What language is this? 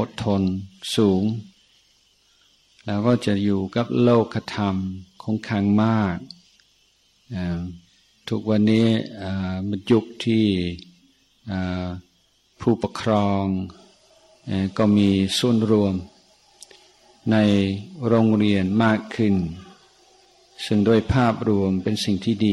Thai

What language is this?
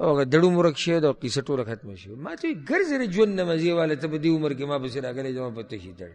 Pashto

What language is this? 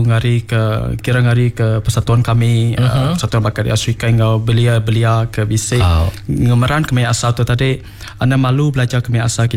Iban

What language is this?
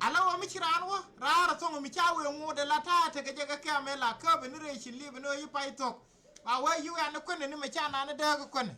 Nuer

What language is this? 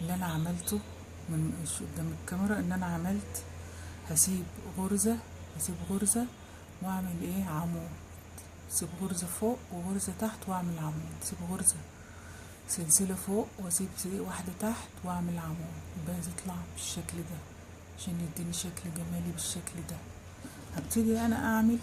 Egyptian Arabic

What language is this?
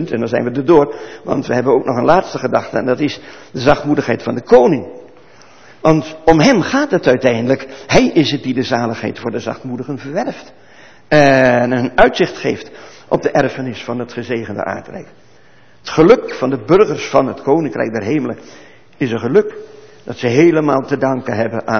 Dutch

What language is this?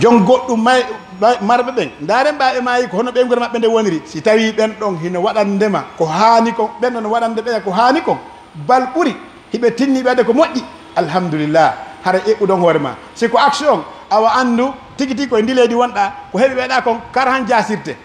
Pular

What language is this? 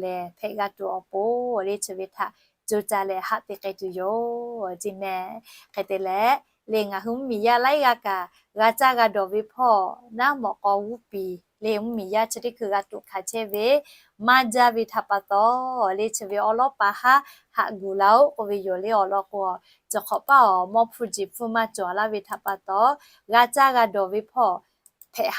Lahu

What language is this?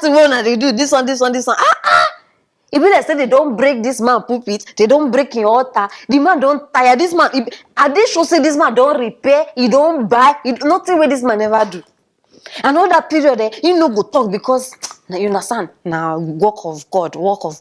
Nigerian Pidgin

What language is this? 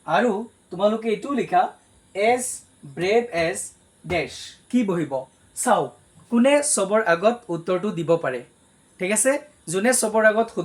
Assamese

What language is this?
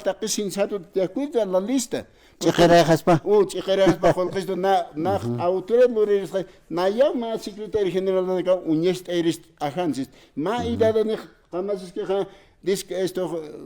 Aymara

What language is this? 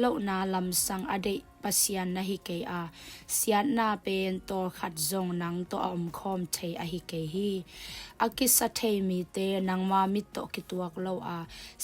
Tedim Chin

